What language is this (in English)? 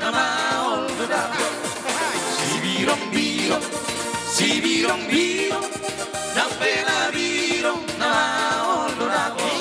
Batak Toba